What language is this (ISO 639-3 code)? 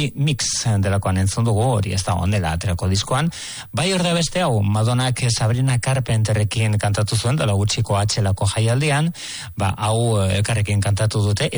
eus